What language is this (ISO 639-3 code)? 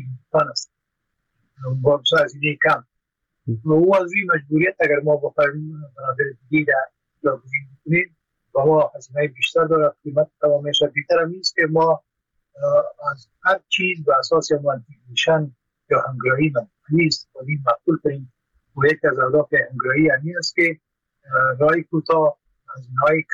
fas